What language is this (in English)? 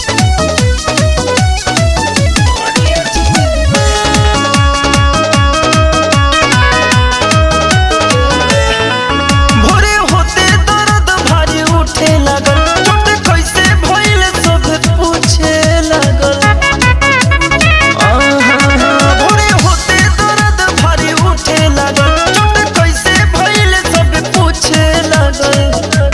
Bhojpuri